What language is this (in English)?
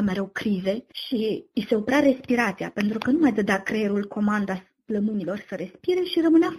Romanian